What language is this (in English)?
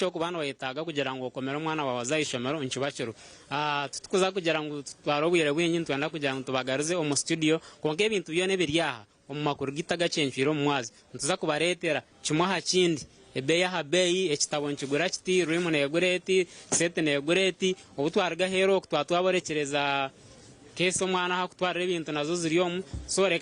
Nyankole